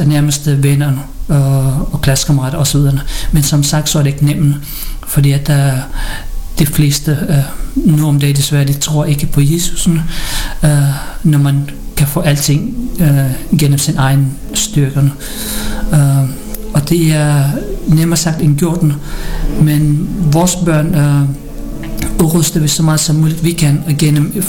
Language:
Danish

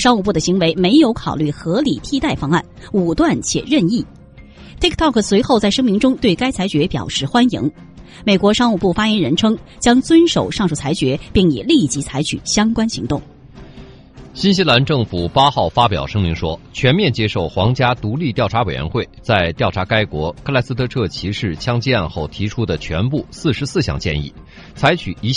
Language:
Chinese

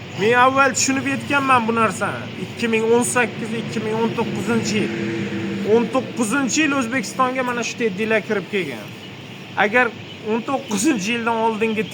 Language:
Uzbek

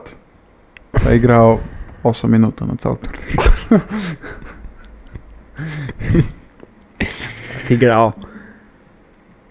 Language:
Serbian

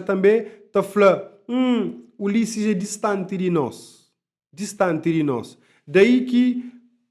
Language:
Kabuverdianu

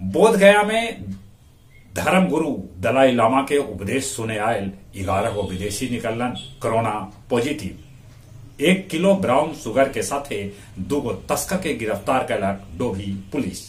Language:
Magahi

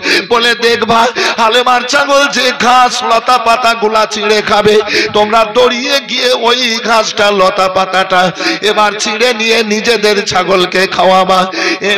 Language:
Bangla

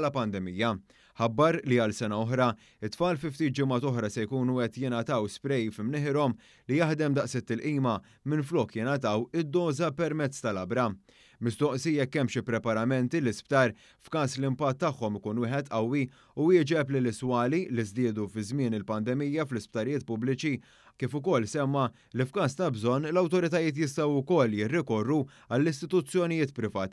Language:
Maltese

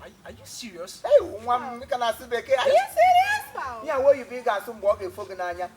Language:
Igbo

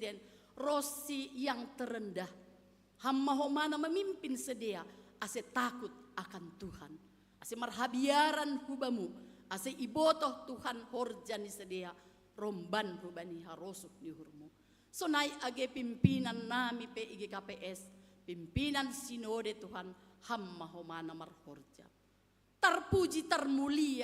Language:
Batak Simalungun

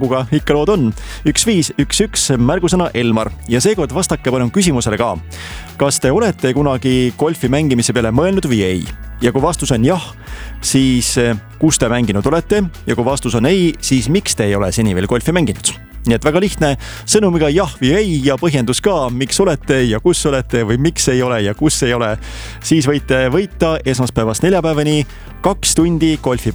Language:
Estonian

